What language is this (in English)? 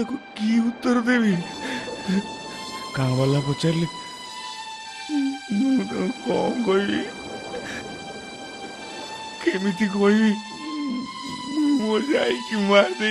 Odia